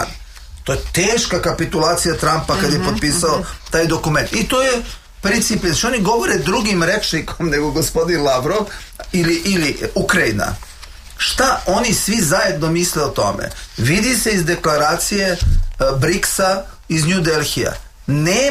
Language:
Serbian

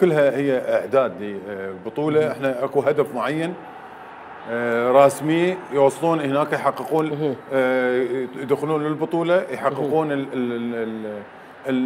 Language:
Mesopotamian Arabic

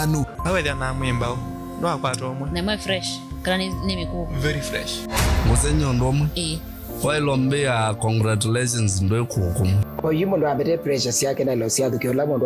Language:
Kamba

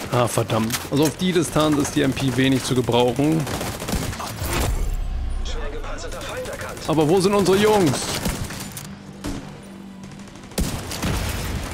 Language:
German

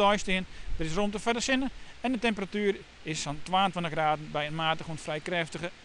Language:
Western Frisian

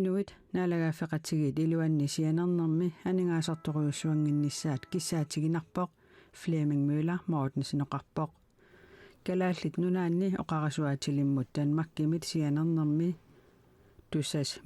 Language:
Kalaallisut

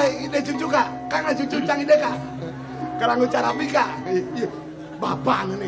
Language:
Balinese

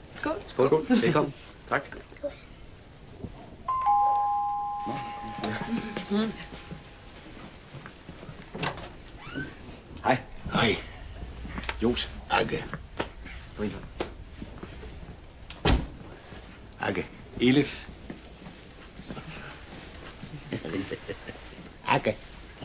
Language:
Danish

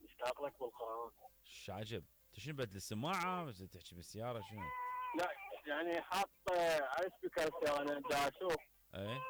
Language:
Mesopotamian Arabic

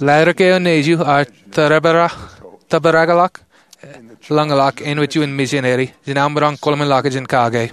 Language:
Marshallese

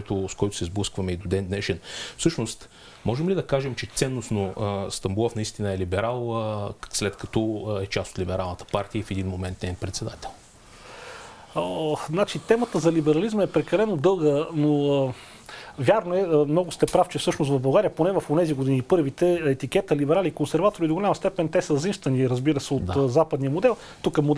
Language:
Bulgarian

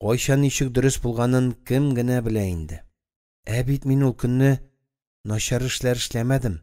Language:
Tatar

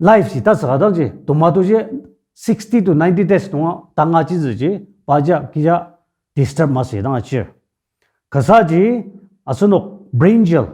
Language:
Ao Naga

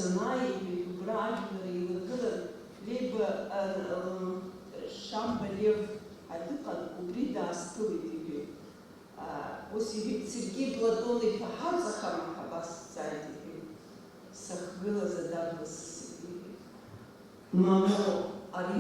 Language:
Abkhazian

